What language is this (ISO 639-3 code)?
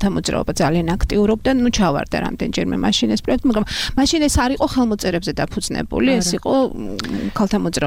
kat